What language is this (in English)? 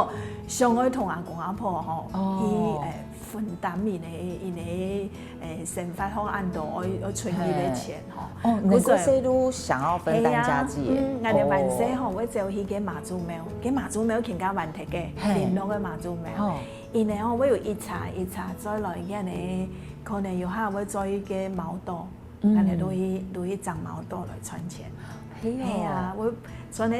Hakka Chinese